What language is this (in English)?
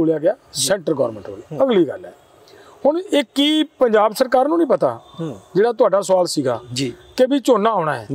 Punjabi